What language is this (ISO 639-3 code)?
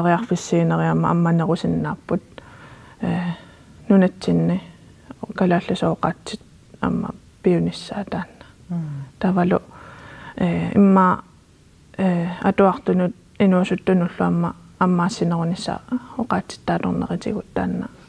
kal